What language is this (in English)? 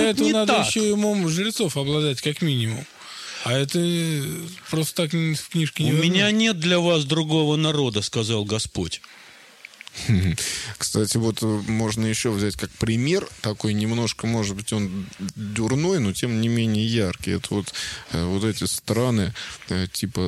Russian